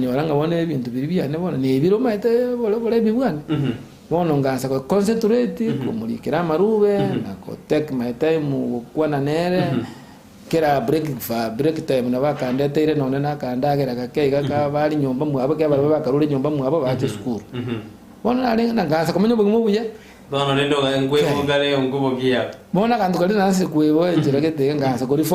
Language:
Gusii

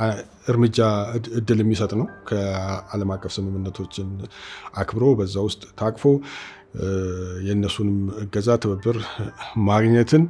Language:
Amharic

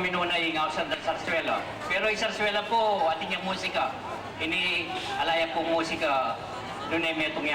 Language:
Pampanga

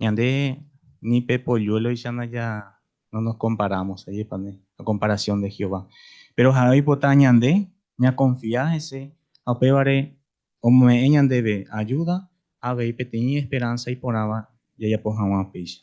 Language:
Guarani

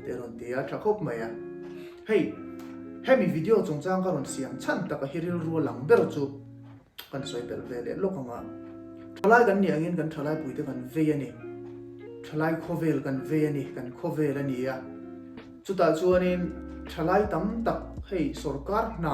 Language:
Mizo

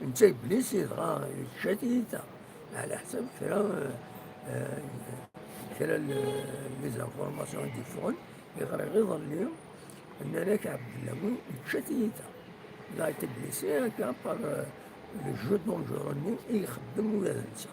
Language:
Kabyle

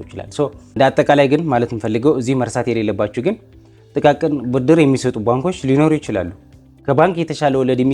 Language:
Amharic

